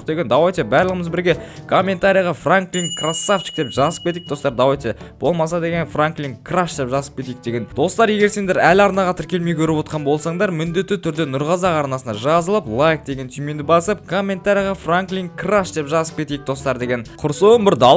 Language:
Kazakh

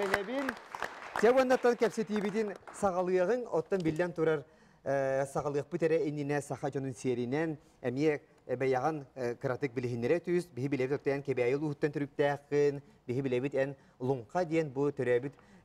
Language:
Yakut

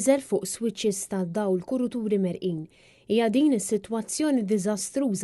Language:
Maltese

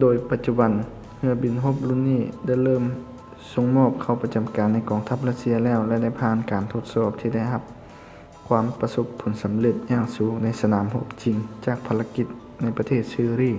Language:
Lao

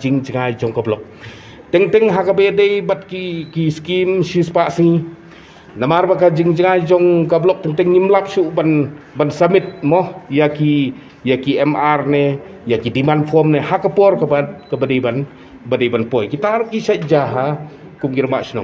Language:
Khasi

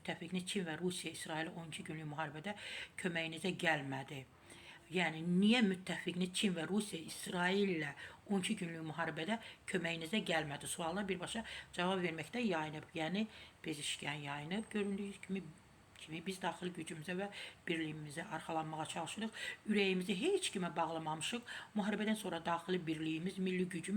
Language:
Azerbaijani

